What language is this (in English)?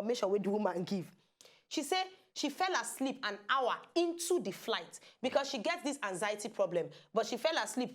Nigerian Pidgin